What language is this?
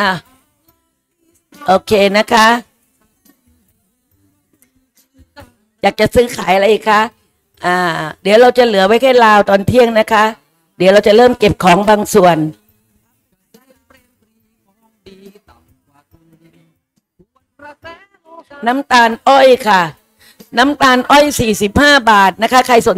Thai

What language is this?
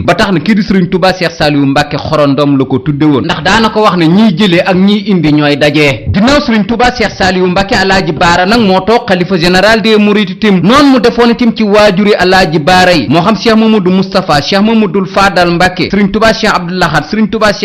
Wolof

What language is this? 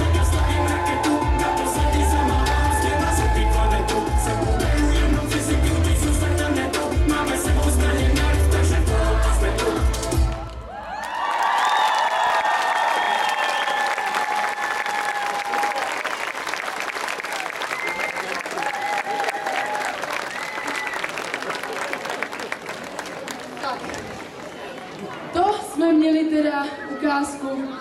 Czech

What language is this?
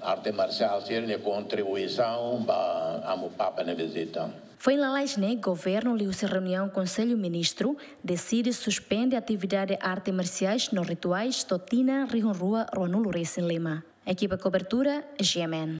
Tetum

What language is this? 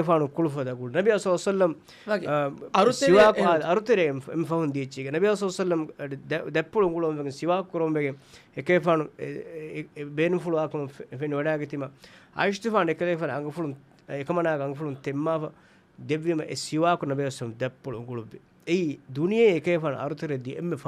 Divehi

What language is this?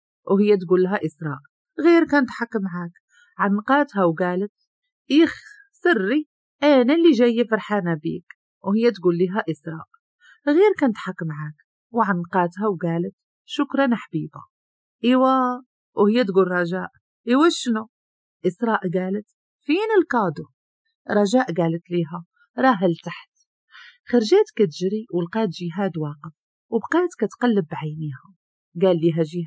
Moroccan Arabic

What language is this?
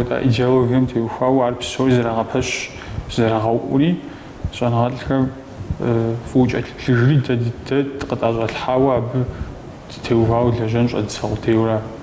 Kabardian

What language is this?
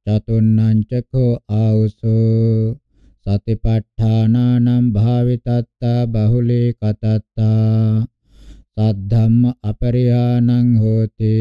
Pali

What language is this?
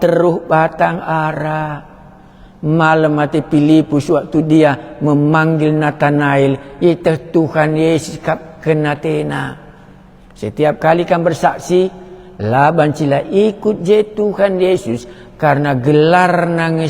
Batak Karo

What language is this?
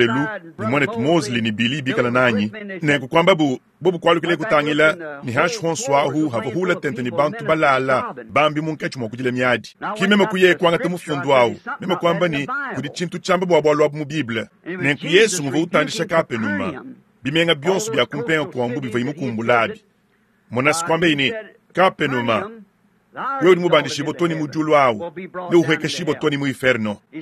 Luba-Lulua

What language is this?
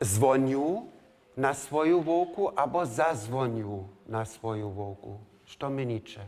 Upper Sorbian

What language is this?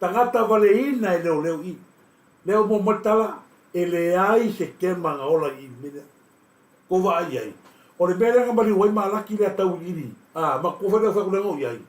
Samoan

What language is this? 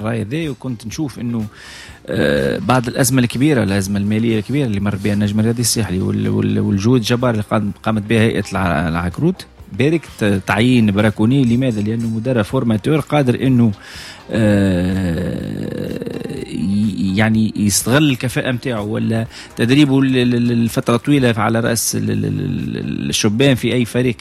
Tunisian Arabic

